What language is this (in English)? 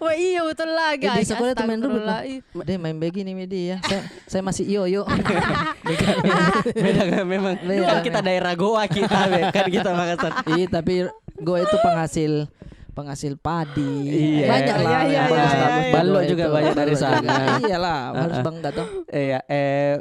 Makassar Malay